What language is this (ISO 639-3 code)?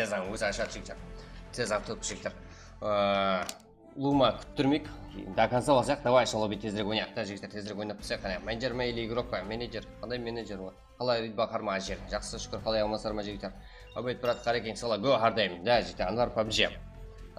kaa